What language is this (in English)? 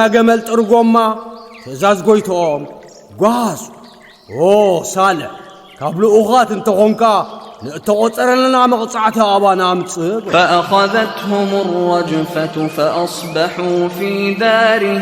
Tigrinya